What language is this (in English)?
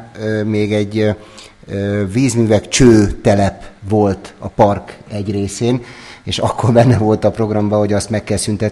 Hungarian